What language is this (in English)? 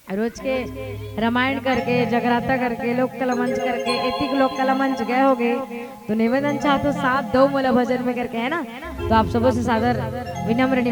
Chhattisgarhi